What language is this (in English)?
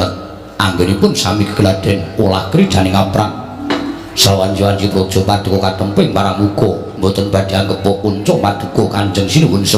Javanese